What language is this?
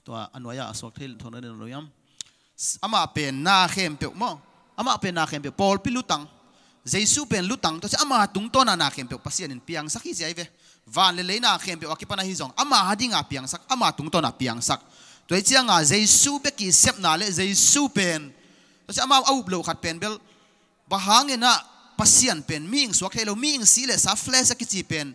Tedim Chin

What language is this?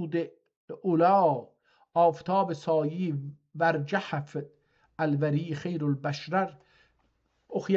South Azerbaijani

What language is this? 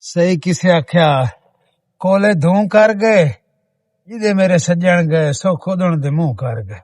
Western Panjabi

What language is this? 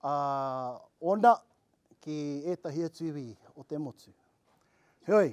Māori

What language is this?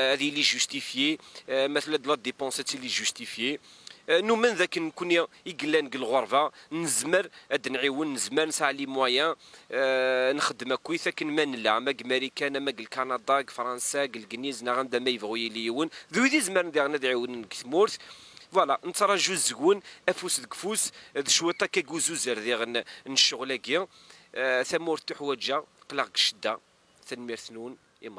Kabyle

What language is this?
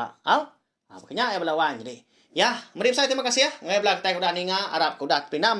Iban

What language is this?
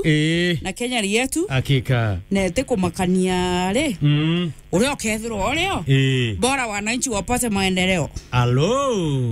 Meru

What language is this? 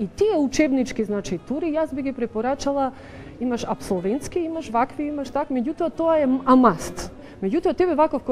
Macedonian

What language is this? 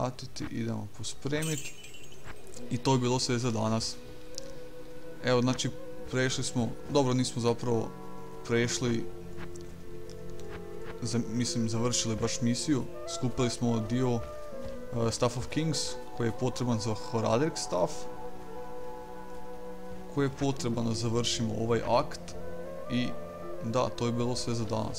Croatian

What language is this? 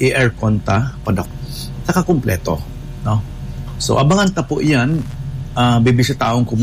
Bikol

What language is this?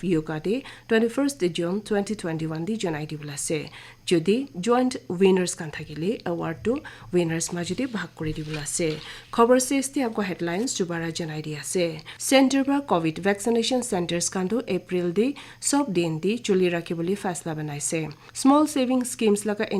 Naga Pidgin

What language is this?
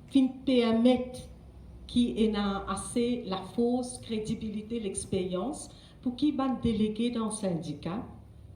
Morisyen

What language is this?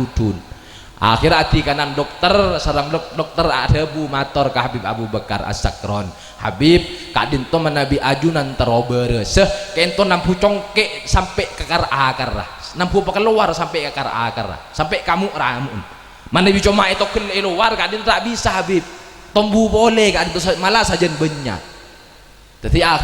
Madurese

